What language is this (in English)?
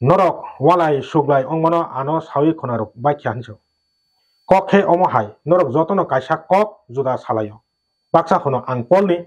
Kok Borok